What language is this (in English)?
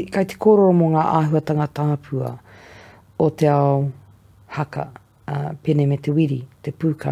Māori